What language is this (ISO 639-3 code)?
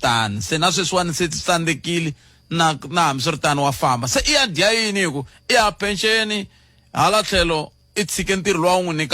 tso